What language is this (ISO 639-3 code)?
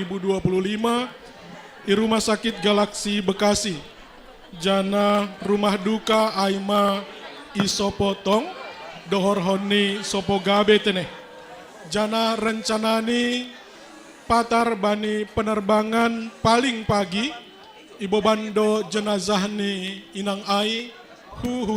bts